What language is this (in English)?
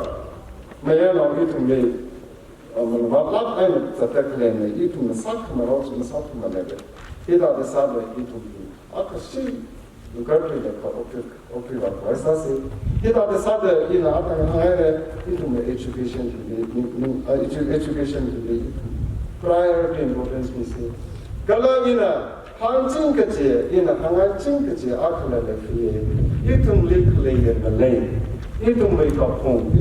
Tangkhul Naga (India)